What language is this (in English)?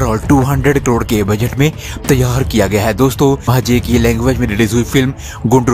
Hindi